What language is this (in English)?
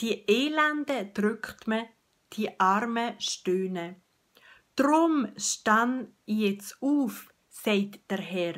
Swiss German